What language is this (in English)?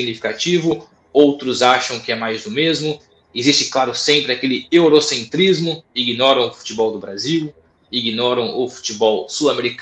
Portuguese